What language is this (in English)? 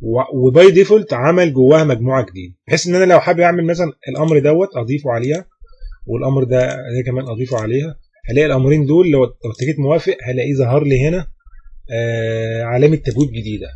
Egyptian Arabic